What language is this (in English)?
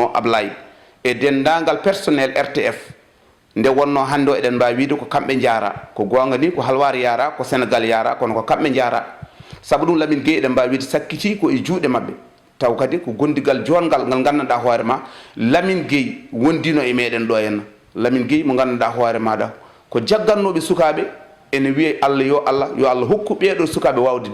Fula